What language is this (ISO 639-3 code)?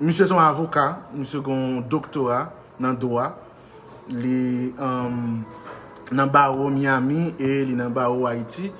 hat